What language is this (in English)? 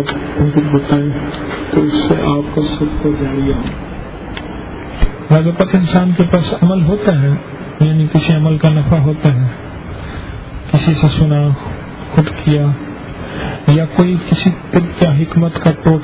Urdu